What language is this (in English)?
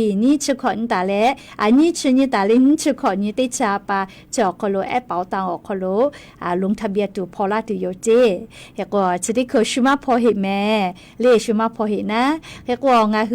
Lahu